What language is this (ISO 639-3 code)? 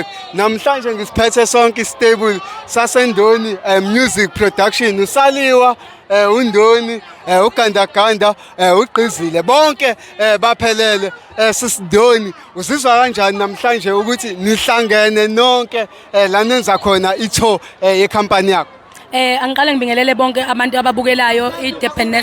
zul